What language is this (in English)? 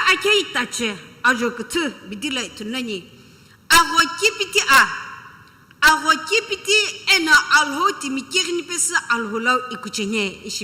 Sumi Naga